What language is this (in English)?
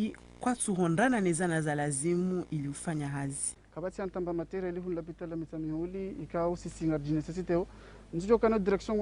Ngazidja Comorian